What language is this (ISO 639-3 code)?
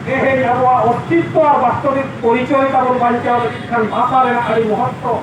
sat